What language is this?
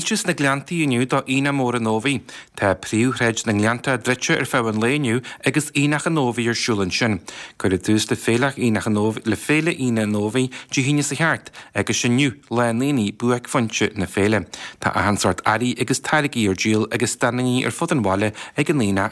Irish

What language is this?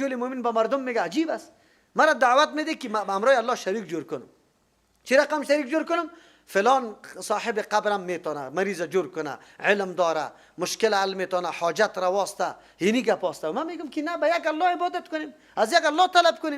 Persian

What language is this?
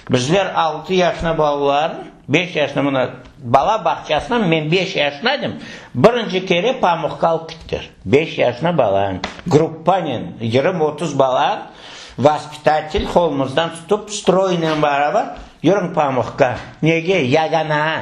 Crimean Tatar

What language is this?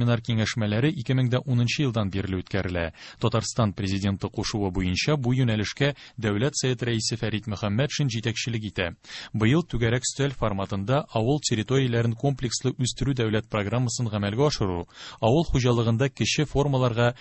Tatar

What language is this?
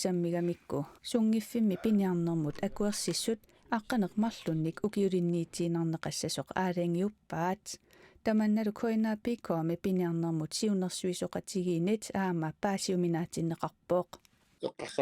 Kalaallisut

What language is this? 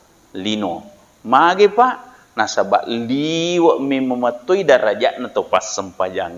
Buginese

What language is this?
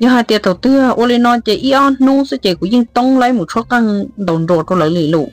Hmong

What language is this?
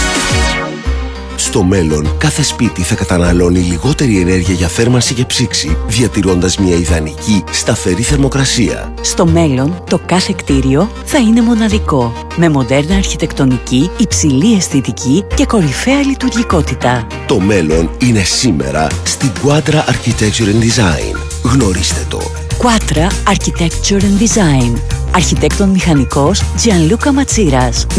Greek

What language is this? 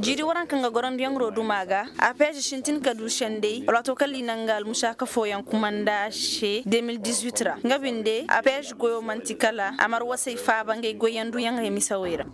Koyraboro Senni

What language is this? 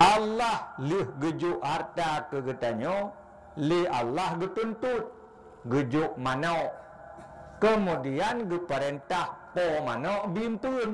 Achinese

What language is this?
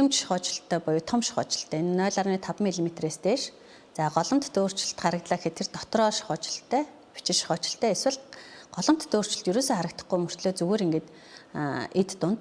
Mongolian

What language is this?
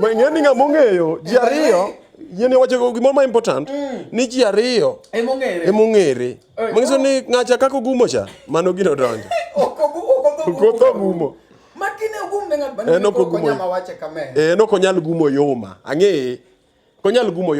Luo (Kenya and Tanzania)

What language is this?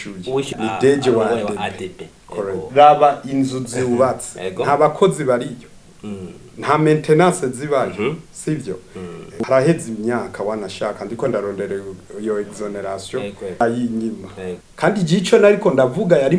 Rundi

